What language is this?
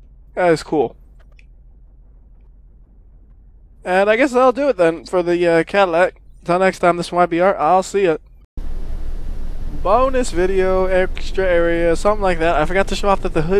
English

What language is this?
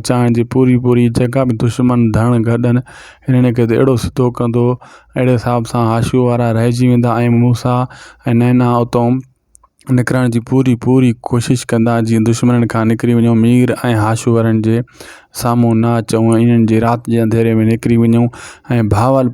Sindhi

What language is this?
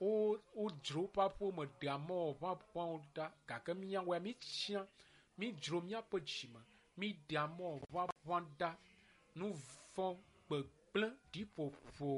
Ewe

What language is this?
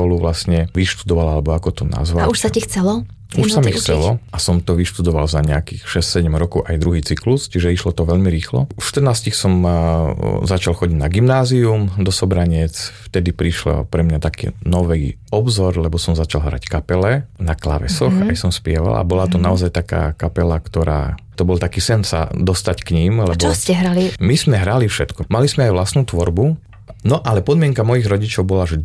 Slovak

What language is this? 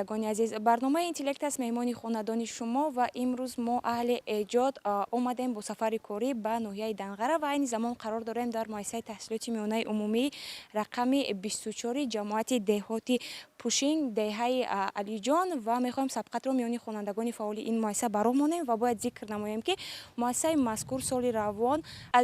Tajik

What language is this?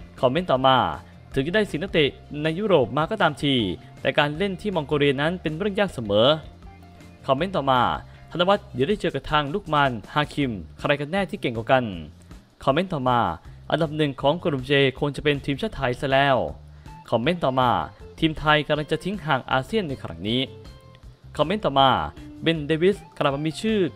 Thai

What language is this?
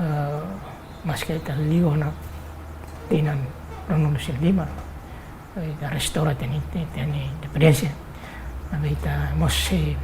Tetum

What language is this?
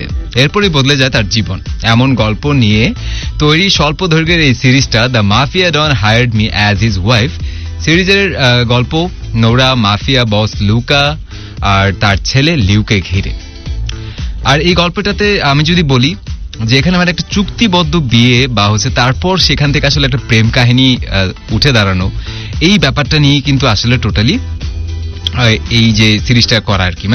Bangla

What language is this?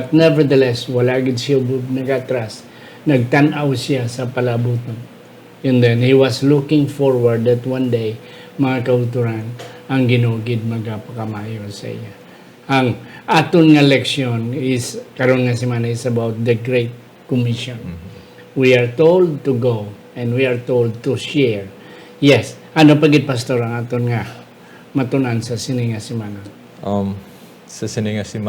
Hiligaynon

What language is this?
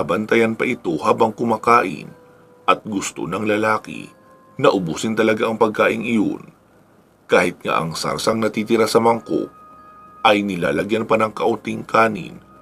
Filipino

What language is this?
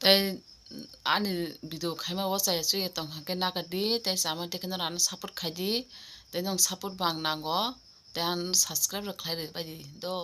Kok Borok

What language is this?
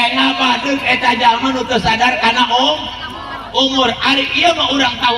Sundanese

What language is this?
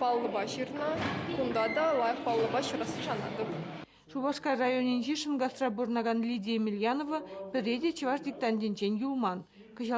Chuvash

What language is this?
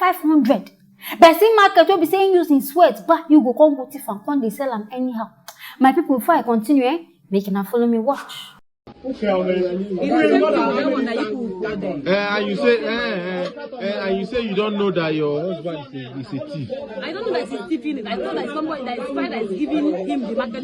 Nigerian Pidgin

